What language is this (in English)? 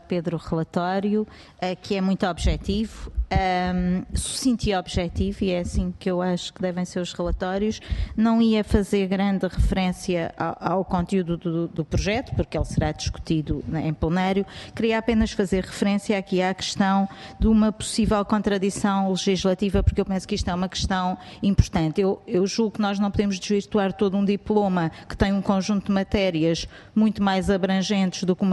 Portuguese